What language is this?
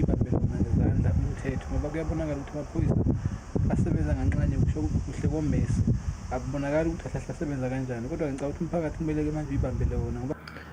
Zulu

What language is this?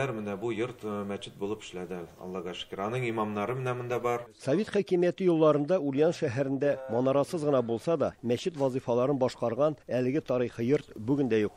Tatar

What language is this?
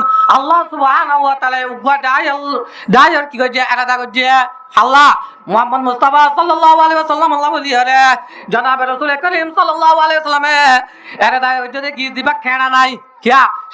Rohingya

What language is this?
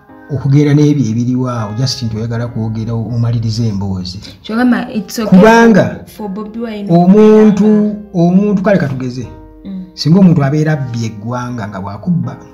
Ganda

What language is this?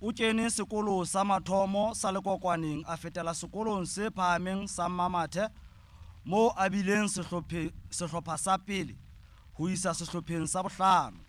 Southern Sotho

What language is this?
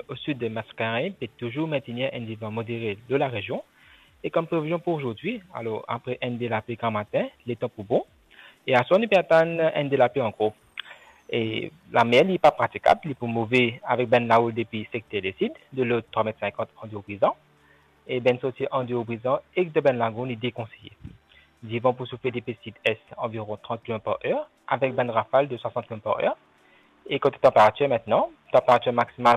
Morisyen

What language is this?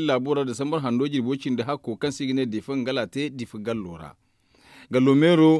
Zarma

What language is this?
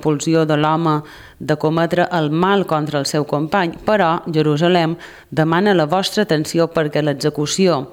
Catalan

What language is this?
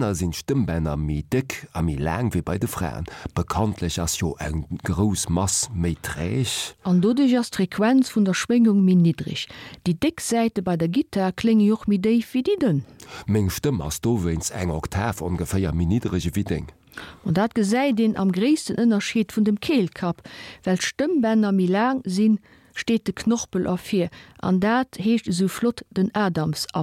Luxembourgish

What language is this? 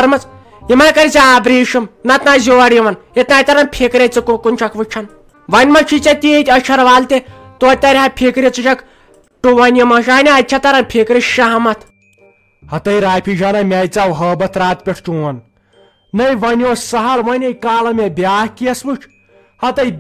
Kashmiri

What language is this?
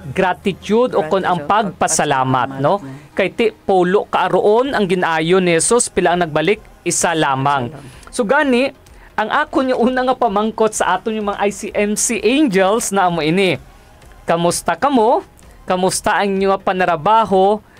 Hiligaynon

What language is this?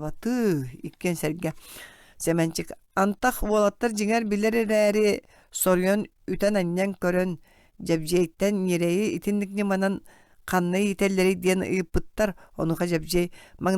Yakut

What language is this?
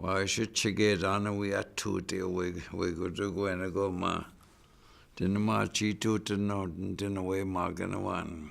Chippewa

